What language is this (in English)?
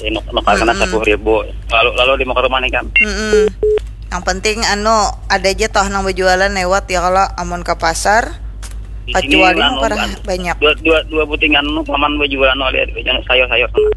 Banjar